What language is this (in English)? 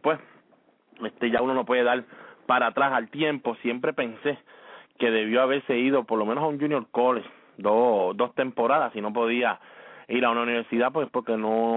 Spanish